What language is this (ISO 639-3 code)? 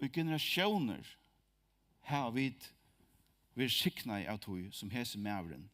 fao